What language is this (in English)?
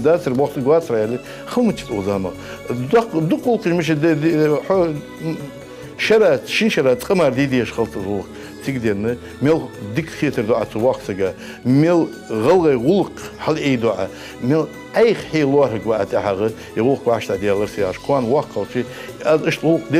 Ingush